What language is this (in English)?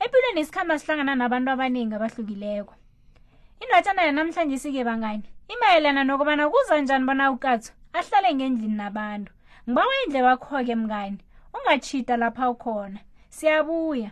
South Ndebele